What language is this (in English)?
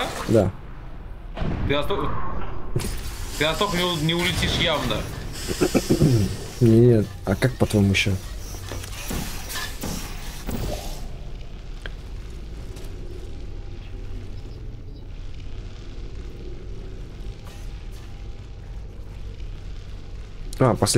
Russian